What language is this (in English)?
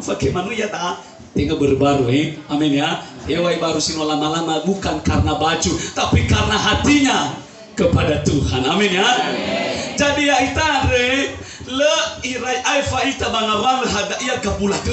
Nias